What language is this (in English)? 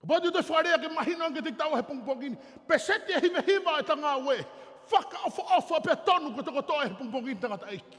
Tongan